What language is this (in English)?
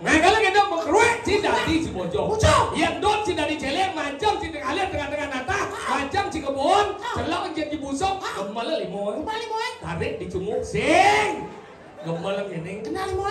Balinese